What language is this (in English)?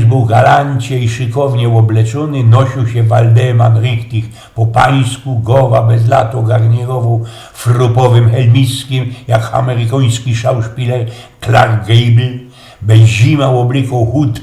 Silesian